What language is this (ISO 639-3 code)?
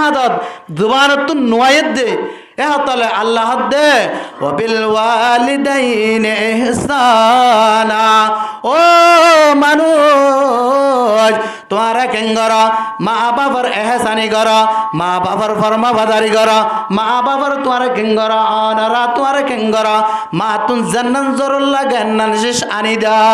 rhg